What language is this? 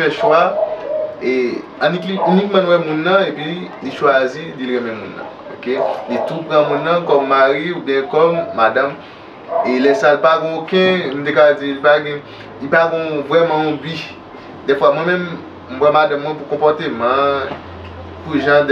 Haitian Creole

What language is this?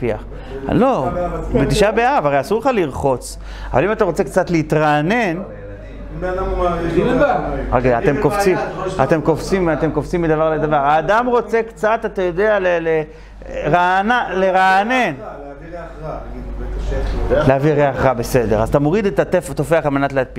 Hebrew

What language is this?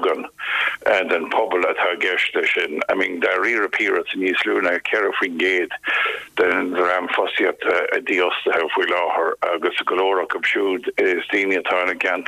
Irish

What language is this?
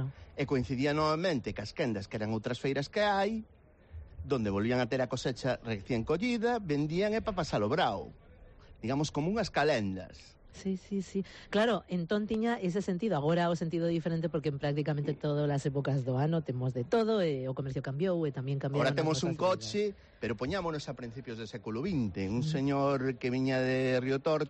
Galician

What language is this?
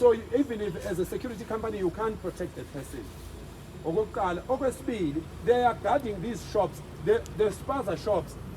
Zulu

